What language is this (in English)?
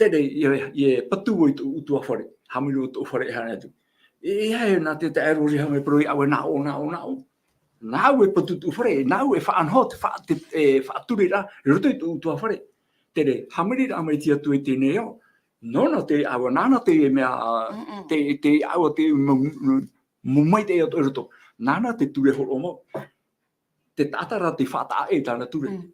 Tahitian